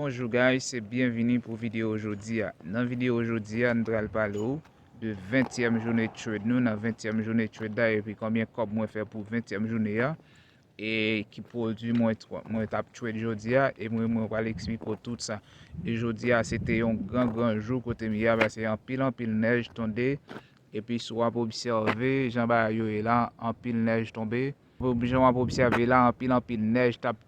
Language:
Haitian Creole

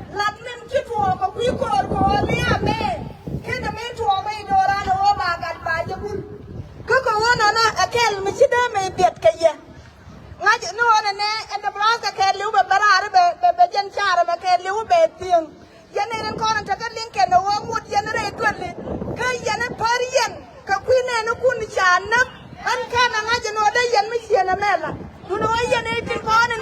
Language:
Nuer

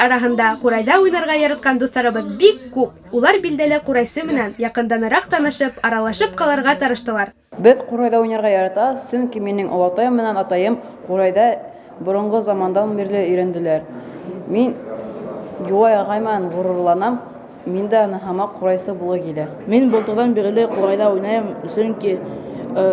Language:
Bashkir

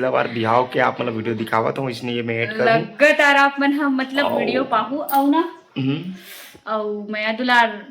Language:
Chhattisgarhi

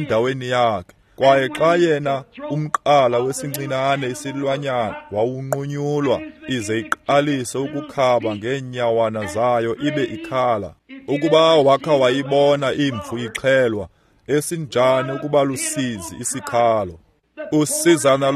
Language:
Xhosa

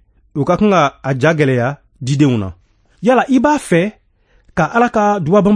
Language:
Bambara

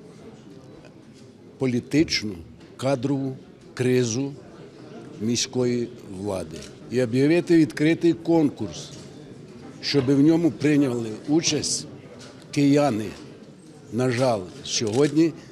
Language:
Ukrainian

